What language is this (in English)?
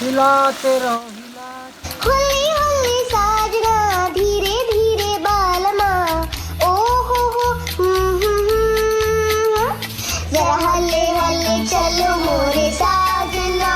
Chhattisgarhi